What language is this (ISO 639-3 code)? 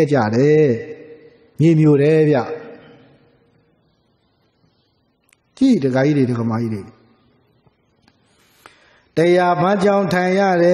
mya